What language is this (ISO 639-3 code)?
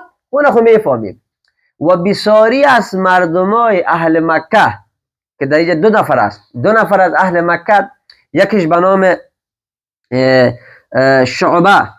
fas